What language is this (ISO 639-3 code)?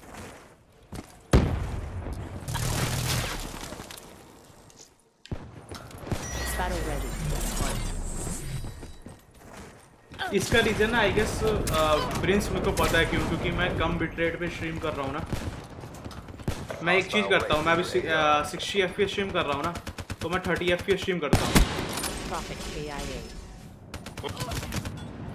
hin